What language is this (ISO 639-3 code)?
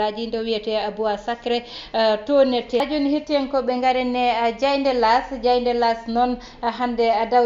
ful